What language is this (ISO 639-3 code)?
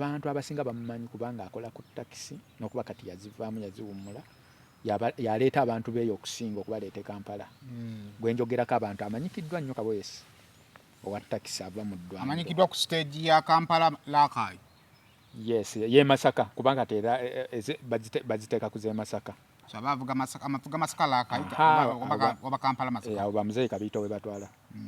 lug